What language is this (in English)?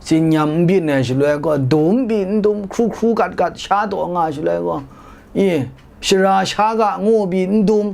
Kachin